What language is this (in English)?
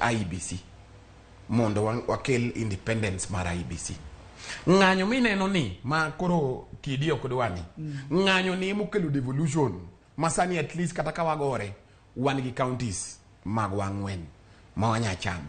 Luo (Kenya and Tanzania)